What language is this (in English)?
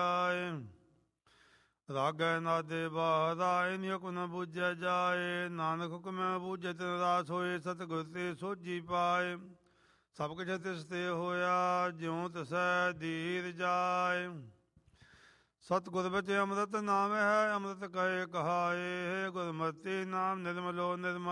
Punjabi